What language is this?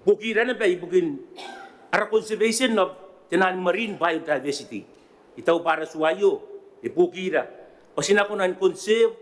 Gilbertese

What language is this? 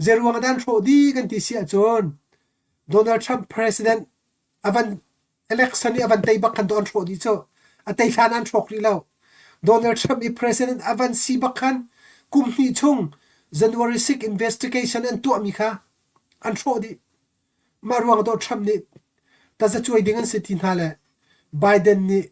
Hakha Chin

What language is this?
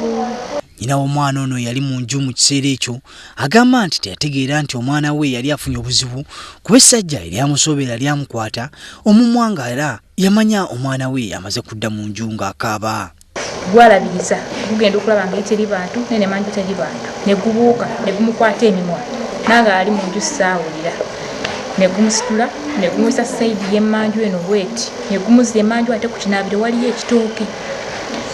Ganda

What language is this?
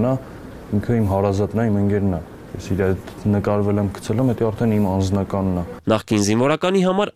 Armenian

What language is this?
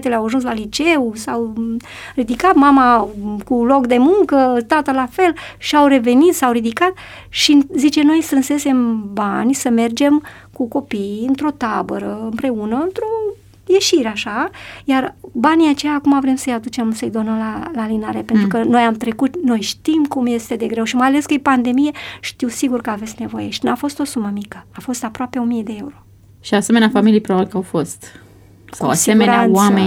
Romanian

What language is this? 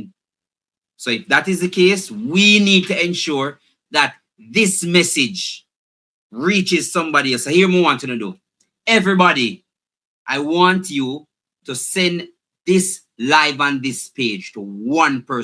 Jamaican Creole English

